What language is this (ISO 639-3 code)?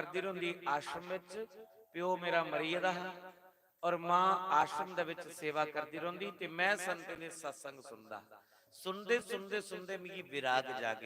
doi